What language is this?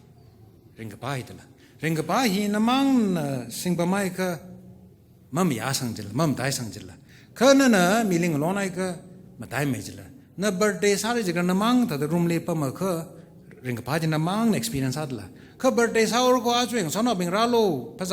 Tangkhul Naga (India)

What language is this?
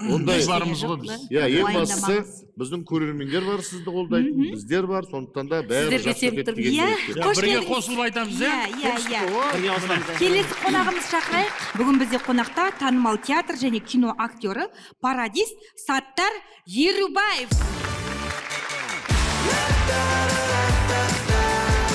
Kazakh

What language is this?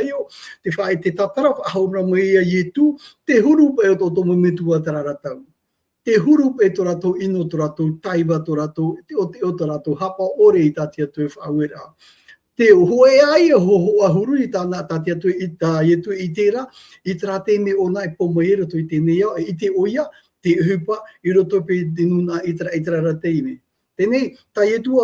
Tahitian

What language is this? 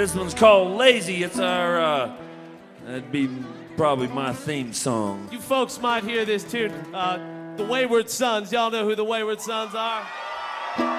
English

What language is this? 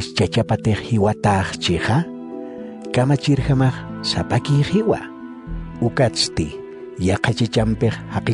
Aymara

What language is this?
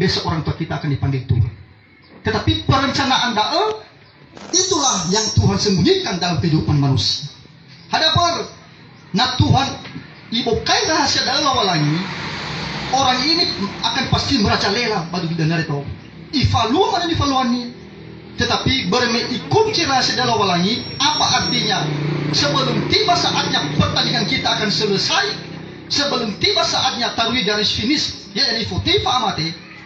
Nias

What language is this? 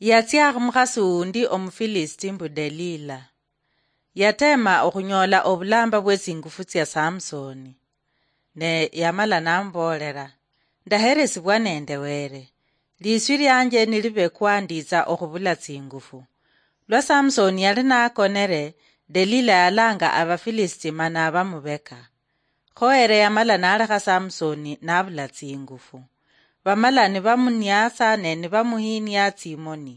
Luyia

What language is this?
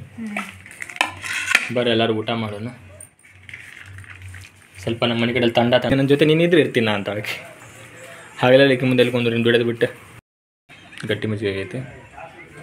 Kannada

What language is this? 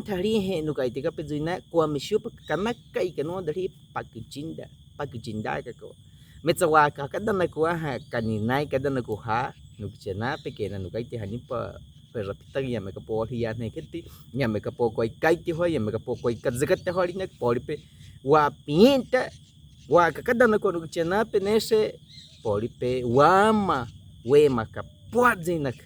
Baniwa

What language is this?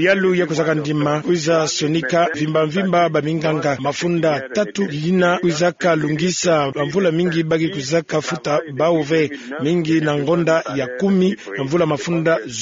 Kituba (Democratic Republic of Congo)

